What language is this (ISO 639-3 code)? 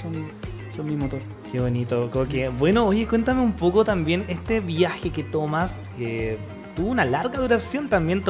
spa